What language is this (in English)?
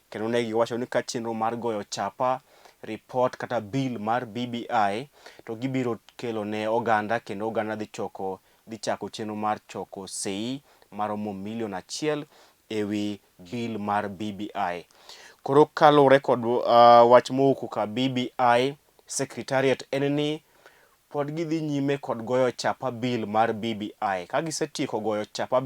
Luo (Kenya and Tanzania)